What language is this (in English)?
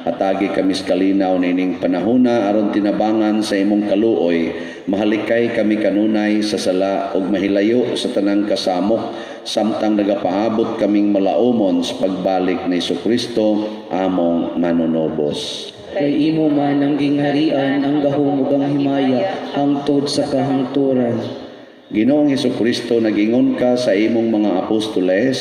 Cebuano